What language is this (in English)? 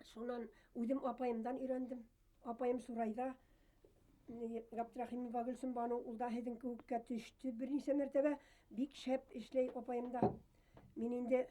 Bashkir